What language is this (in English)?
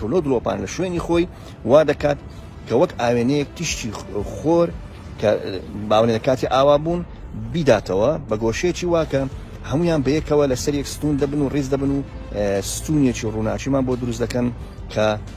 Central Kurdish